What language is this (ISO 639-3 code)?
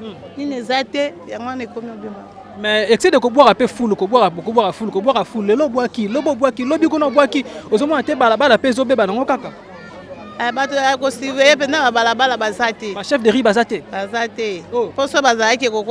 lin